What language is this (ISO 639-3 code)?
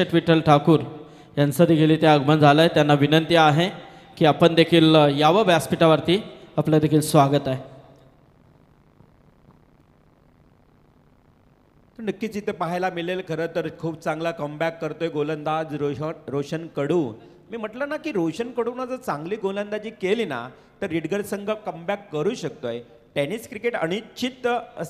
mar